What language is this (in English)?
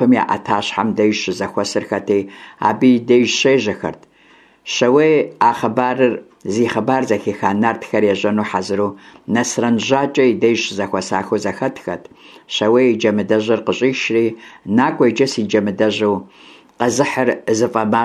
Kabardian